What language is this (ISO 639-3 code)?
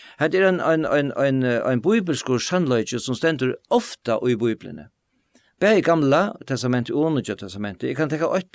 fao